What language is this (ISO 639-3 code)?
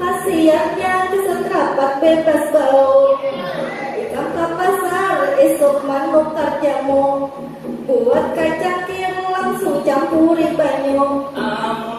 bjn